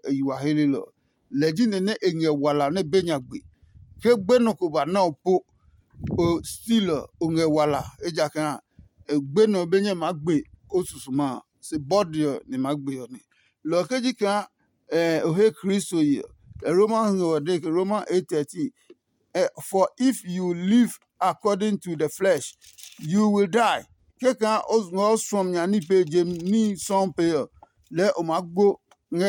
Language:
Adangme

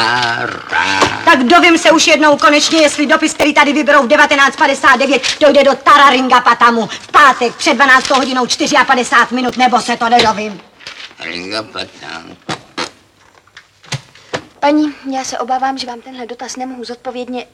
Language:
Czech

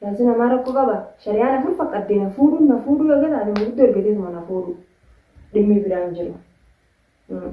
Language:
Oromo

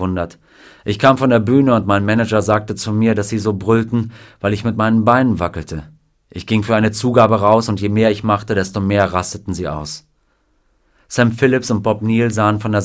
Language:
German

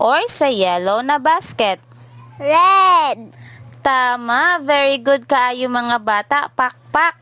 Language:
Cebuano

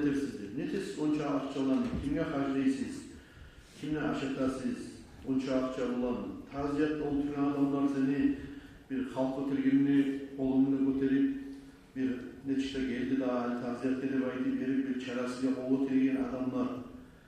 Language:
Kumyk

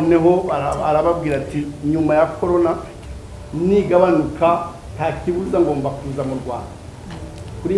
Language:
Kinyarwanda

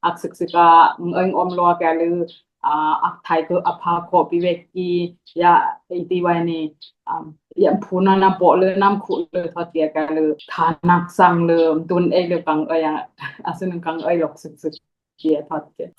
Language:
Dimasa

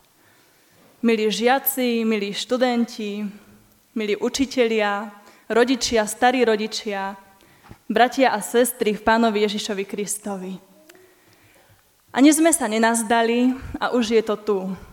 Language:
Slovak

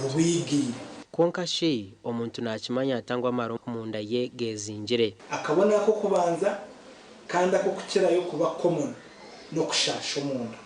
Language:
Nyankole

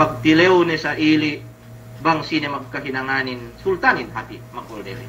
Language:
Yakan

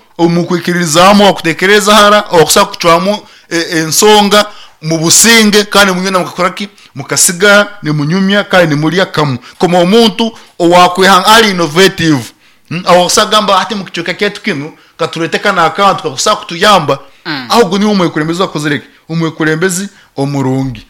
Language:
Nyankole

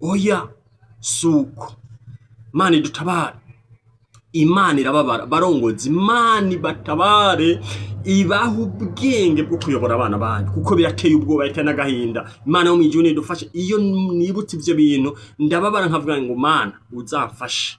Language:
Rundi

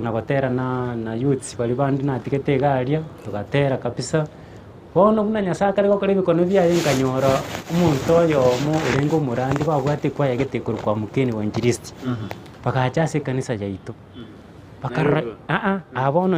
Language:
Gusii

